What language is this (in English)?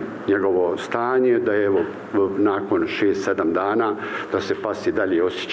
Bosnian